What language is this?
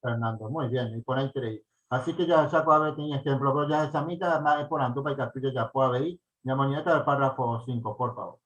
Guarani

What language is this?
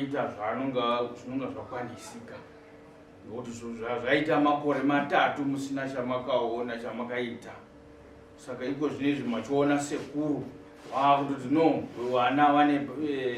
Shona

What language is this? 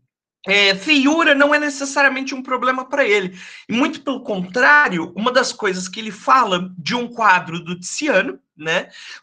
Portuguese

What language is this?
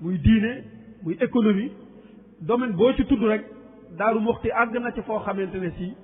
Wolof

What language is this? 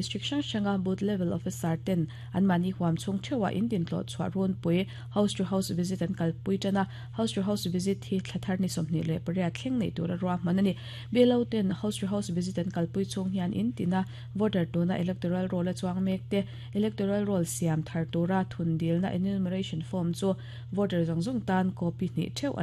Mizo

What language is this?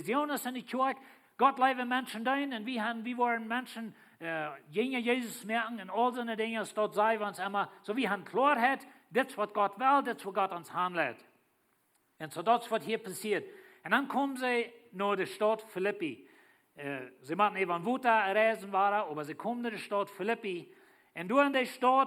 Plautdietsch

